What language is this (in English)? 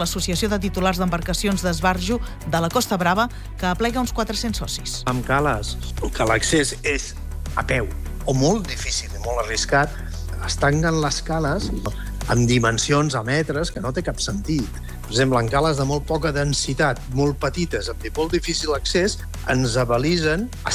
Catalan